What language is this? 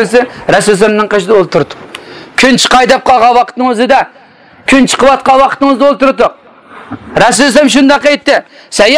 Uyghur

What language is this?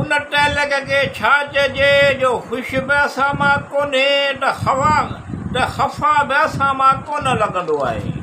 Sindhi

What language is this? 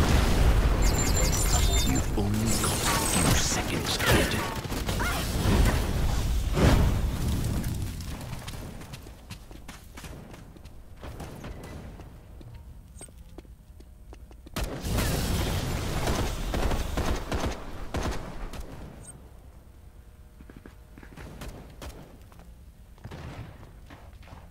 English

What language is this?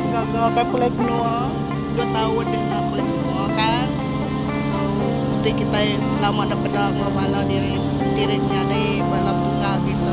Iban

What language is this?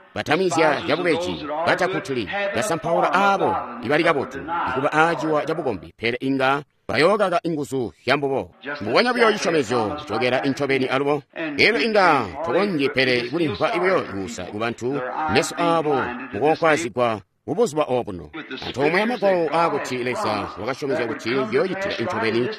Tonga (Zambia)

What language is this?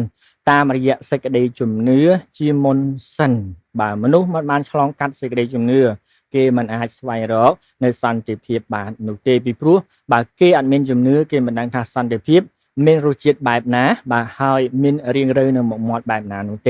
Khmer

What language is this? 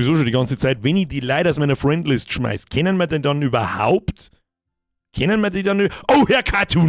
Bavarian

